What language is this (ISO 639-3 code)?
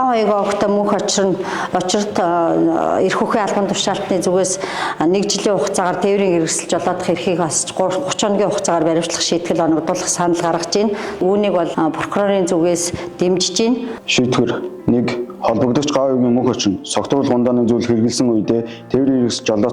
mon